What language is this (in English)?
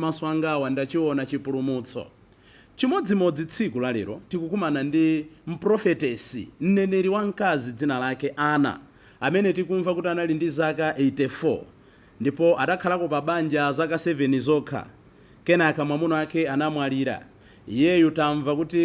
Nyanja